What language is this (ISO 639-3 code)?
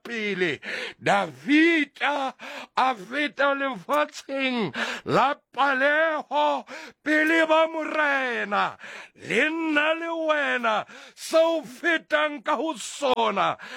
sot